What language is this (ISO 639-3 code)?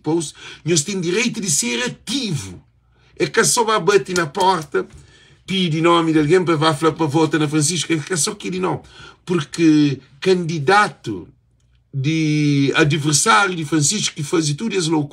kea